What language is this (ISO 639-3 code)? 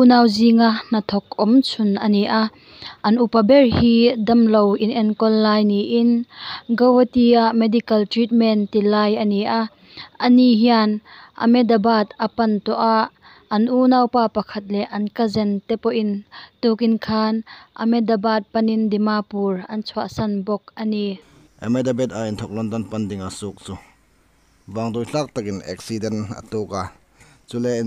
hmr